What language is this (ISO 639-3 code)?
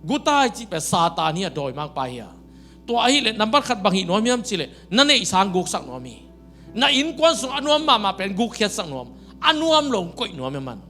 ctd